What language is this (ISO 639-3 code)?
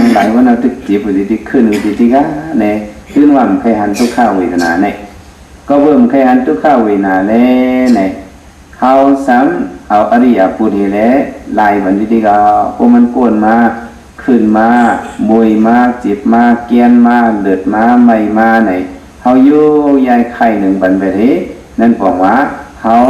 shn